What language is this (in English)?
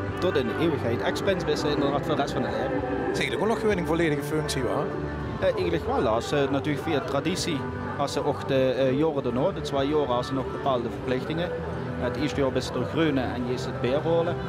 Limburgish